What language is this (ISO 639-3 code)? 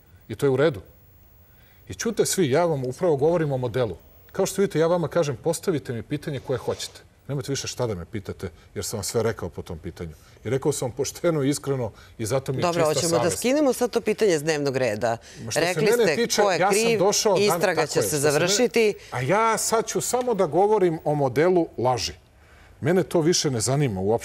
srp